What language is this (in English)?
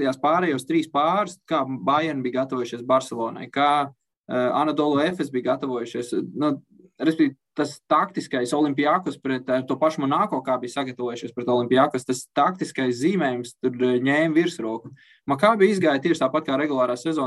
Latvian